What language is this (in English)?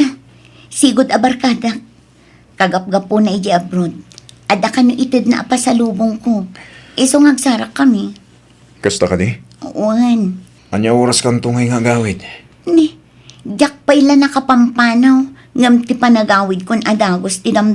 Iloko